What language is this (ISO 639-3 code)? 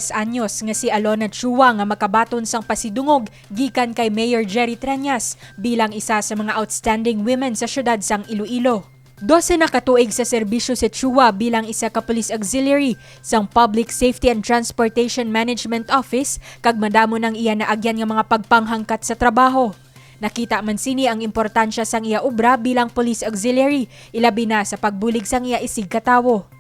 hil